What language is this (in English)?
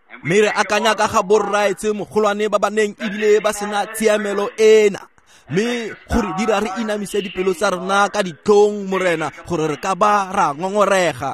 Tswana